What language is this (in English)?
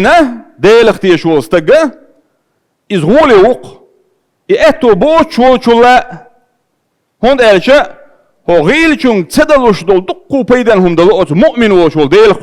Chechen